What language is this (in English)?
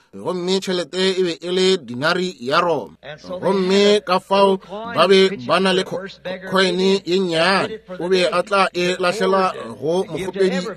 Northern Sotho